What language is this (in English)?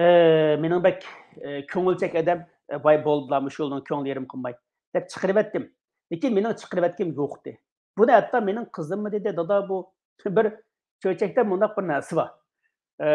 Uyghur